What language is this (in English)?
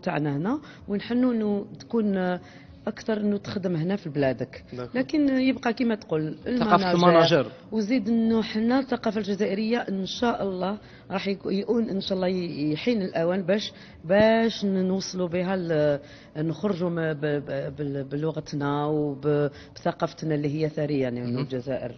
Algerian Arabic